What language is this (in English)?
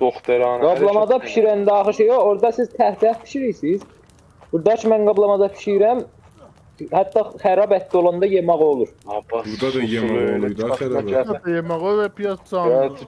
South Azerbaijani